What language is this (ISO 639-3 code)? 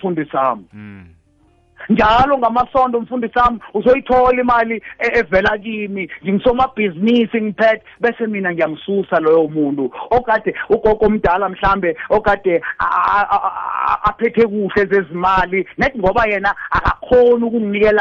nbl